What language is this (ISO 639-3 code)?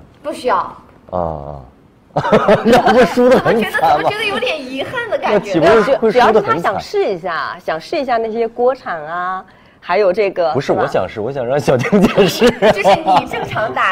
zho